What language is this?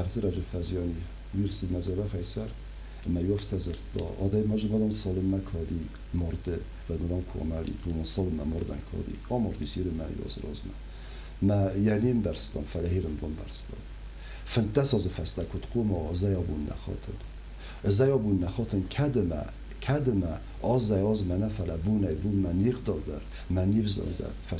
Ossetic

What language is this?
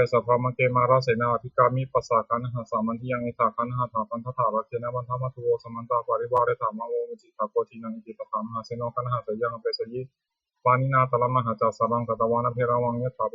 Pali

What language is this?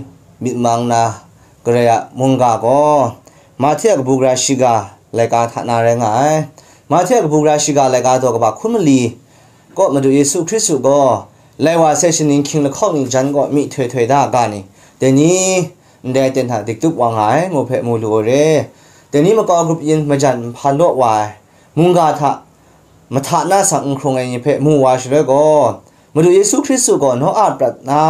Kachin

